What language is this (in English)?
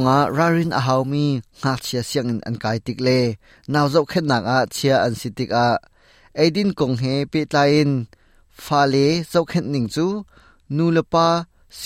Hakha Chin